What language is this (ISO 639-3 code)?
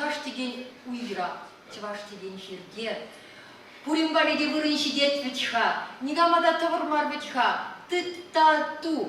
chv